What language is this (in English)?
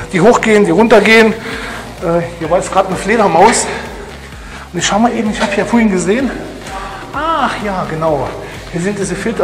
German